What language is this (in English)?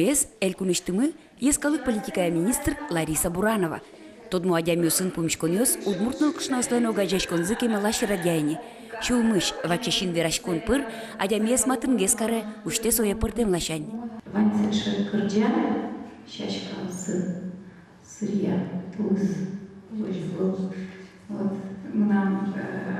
Udmurt